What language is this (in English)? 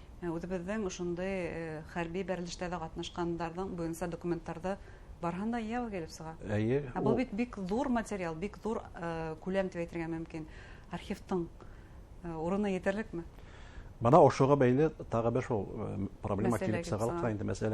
Bashkir